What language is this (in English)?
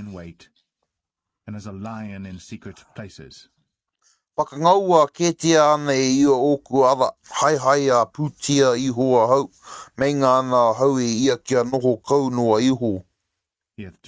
Māori